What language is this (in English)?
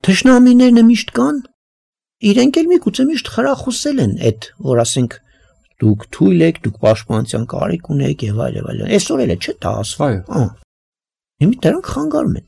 Armenian